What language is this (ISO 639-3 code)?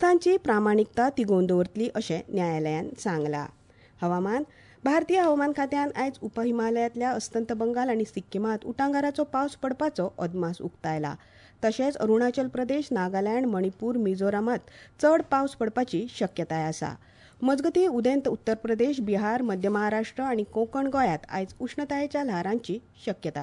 kok